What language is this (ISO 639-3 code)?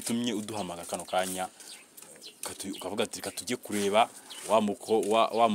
kin